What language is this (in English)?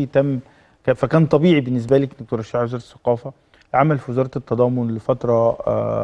Egyptian Arabic